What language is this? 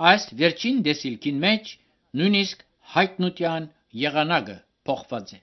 Armenian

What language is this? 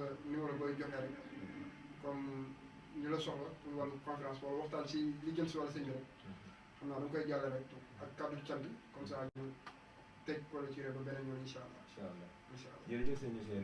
Wolof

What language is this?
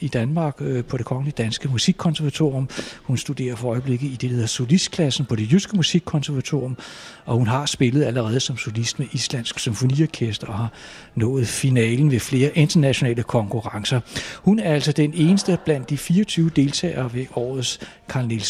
Danish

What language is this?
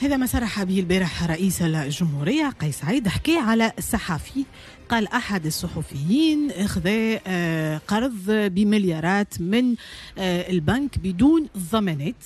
Tunisian Arabic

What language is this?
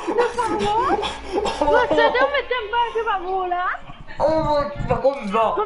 Morisyen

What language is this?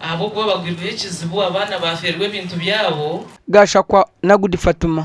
Nyankole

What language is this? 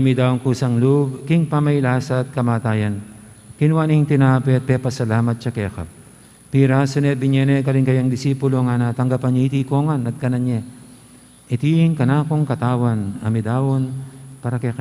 Pampanga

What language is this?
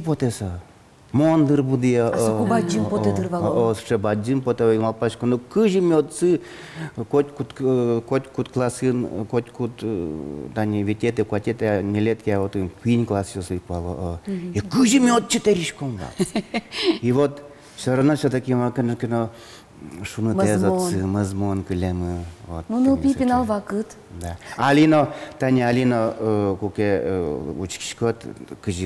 Udmurt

